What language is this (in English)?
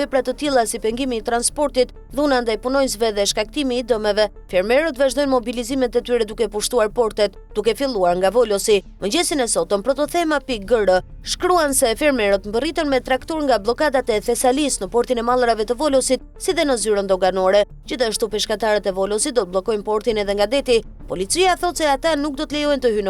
Albanian